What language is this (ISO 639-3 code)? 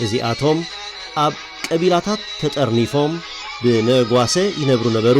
tir